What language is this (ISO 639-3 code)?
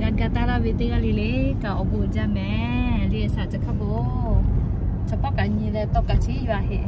lhu